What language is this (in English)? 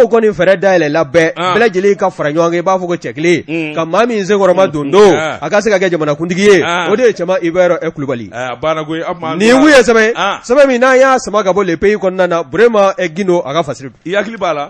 Bambara